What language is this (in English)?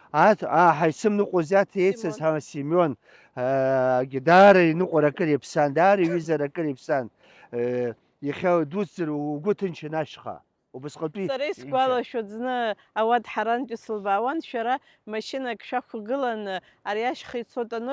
Abkhazian